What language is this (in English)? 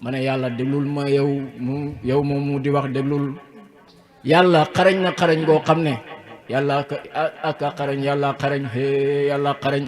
Wolof